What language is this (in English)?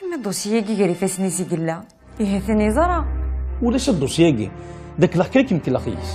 Kabyle